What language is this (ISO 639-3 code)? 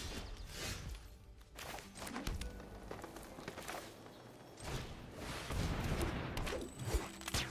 deu